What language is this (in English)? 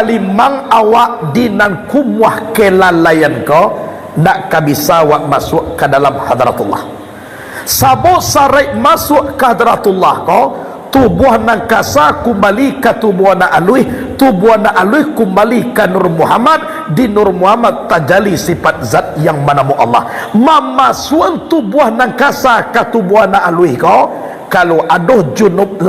Minangkabau